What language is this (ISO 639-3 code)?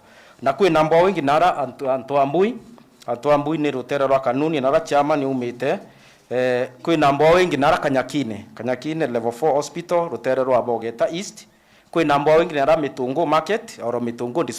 mer